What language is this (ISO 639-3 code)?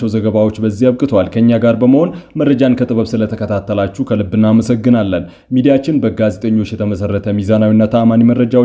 amh